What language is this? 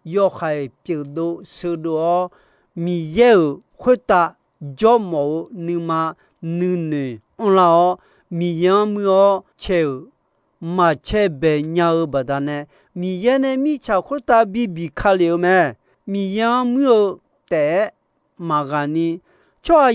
Akha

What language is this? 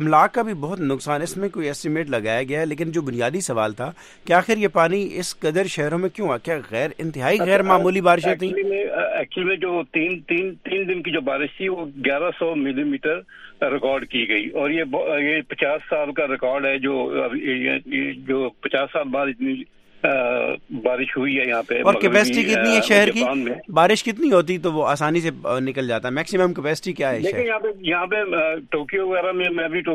Urdu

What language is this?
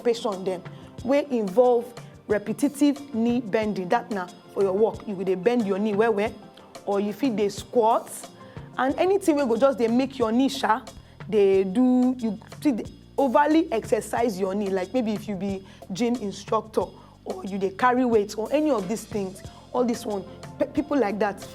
Nigerian Pidgin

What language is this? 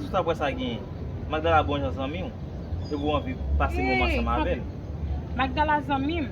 Haitian Creole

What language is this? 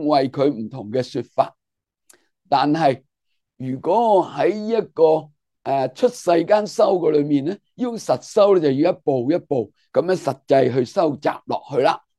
Cantonese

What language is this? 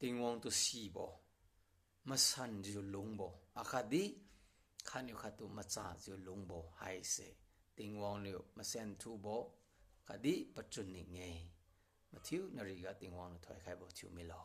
Liangmai Naga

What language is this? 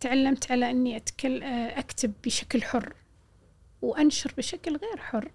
Gulf Arabic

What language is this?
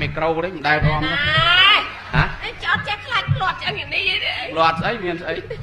Khmer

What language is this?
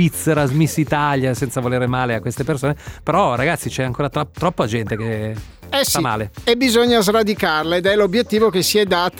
Italian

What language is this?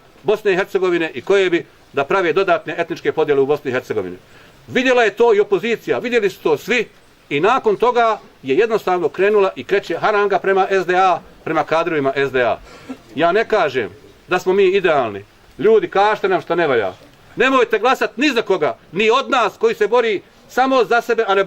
Bosnian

